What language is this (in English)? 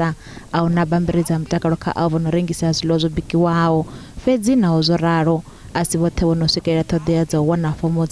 Venda